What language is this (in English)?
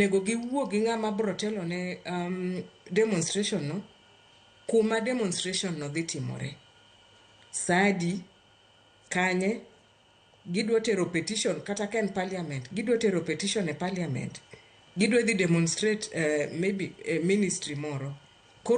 Luo (Kenya and Tanzania)